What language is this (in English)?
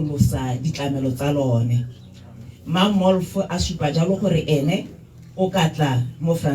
Tswana